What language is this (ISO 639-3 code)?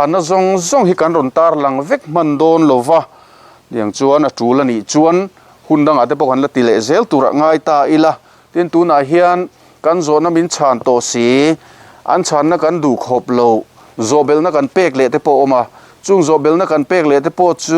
lus